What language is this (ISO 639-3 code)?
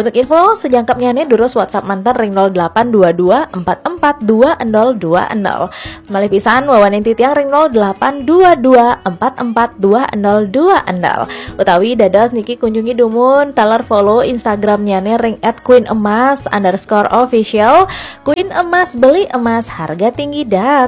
ban